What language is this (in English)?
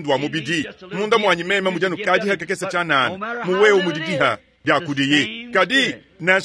Luba-Lulua